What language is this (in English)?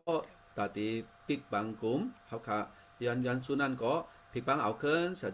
Shan